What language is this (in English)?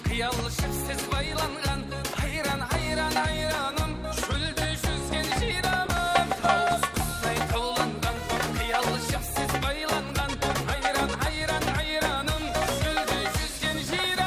Kara-Kalpak